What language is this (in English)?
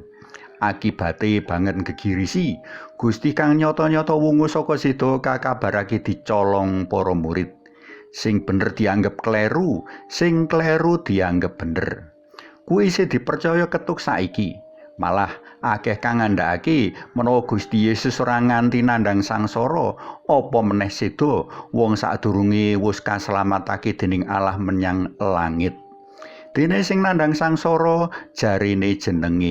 Javanese